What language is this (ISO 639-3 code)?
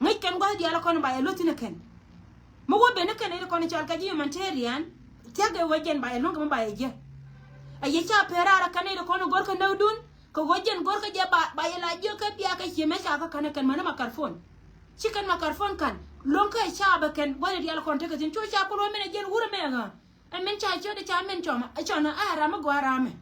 nus